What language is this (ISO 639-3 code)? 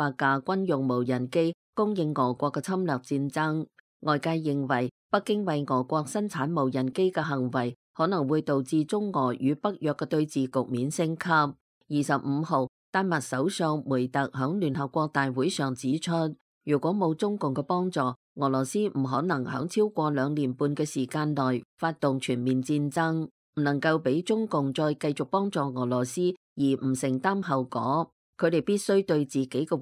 yue